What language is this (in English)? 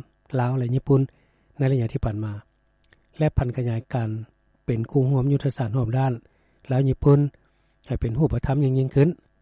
Lao